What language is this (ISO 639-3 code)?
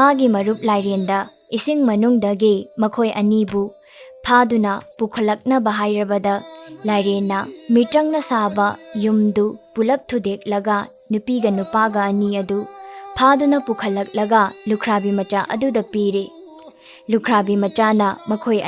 mni